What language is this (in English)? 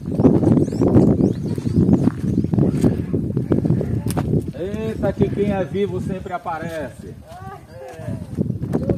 Portuguese